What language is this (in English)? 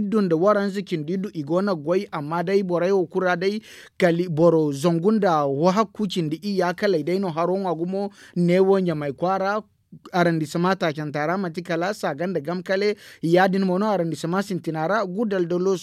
Zarma